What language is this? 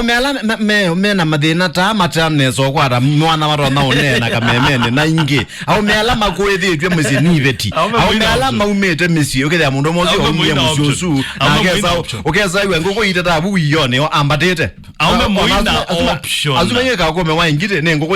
Kamba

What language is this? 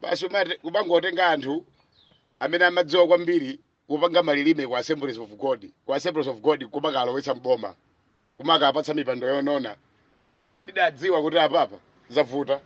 Nyanja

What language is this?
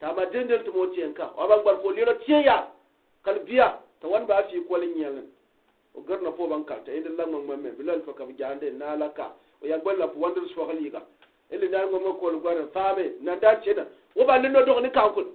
Gourmanchéma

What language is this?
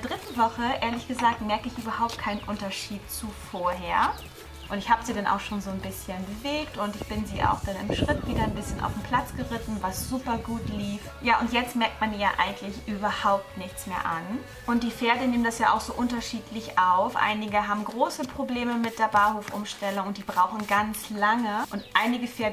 German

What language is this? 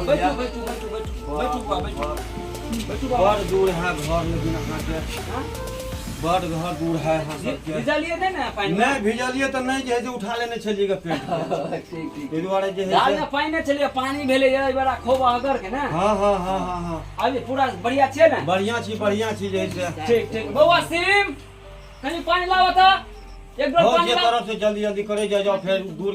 Maithili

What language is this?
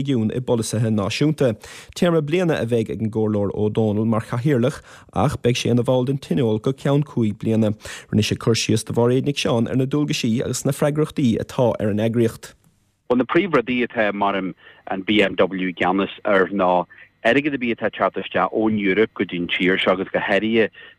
Irish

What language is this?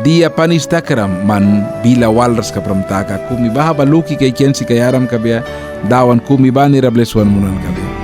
Mískito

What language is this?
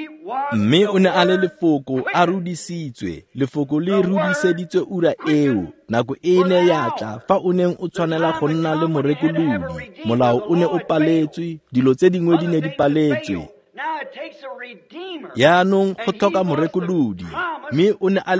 Tswana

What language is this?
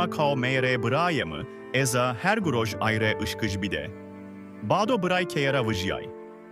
Zaza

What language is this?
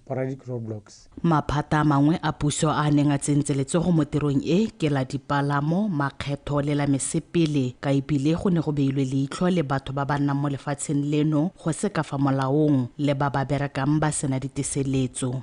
Tswana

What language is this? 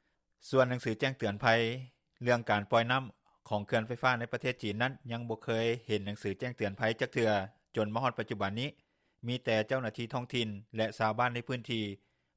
Lao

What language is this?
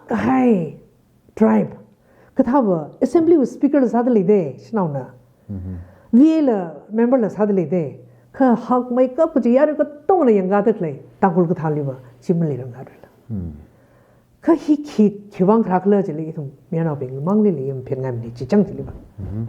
Tangkhul Naga (India)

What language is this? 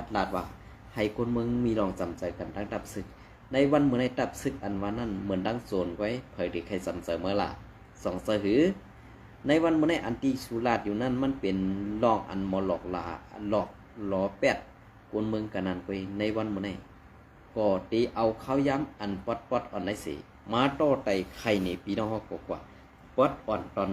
Shan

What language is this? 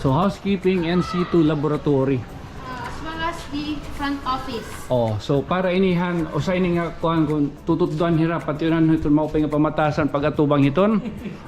Waray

